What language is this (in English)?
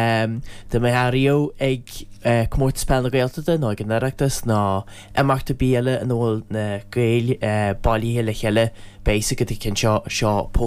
Irish